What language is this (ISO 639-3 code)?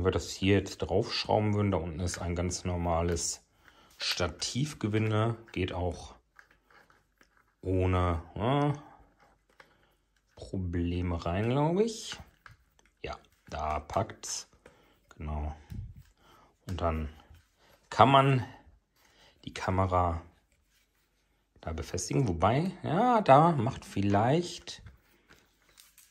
deu